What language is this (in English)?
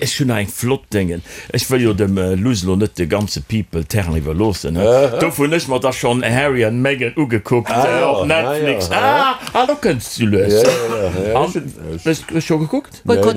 Luxembourgish